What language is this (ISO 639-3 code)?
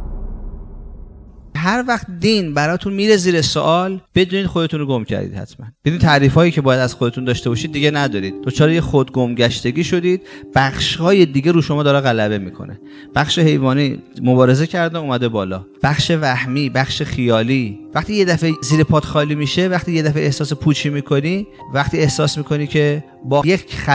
fas